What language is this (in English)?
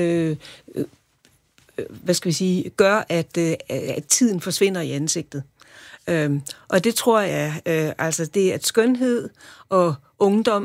Danish